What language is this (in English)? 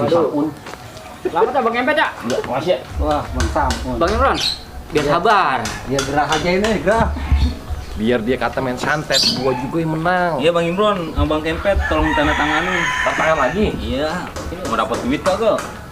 Betawi